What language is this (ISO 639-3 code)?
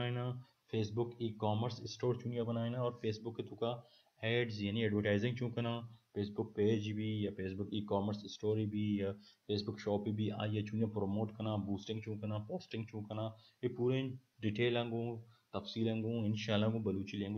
bal